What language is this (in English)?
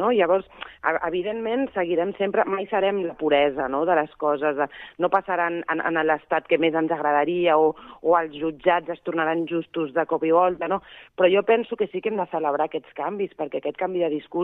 Catalan